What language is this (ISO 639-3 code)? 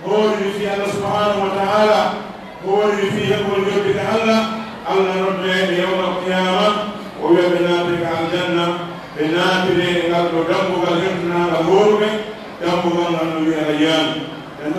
fuf